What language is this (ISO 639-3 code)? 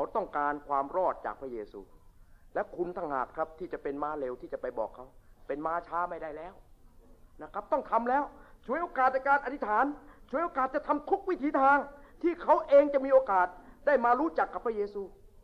tha